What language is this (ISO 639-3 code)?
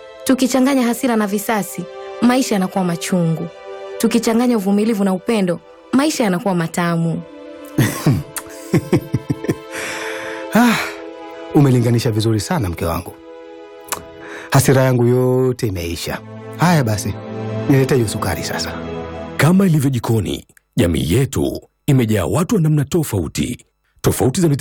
swa